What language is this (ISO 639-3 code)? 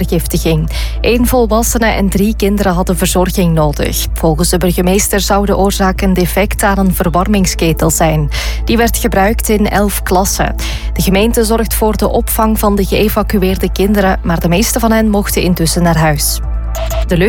nld